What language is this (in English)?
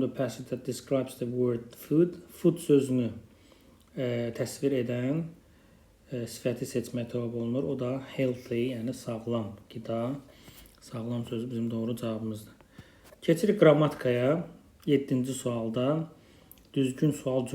Azerbaijani